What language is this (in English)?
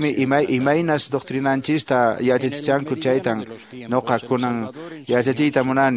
Quechua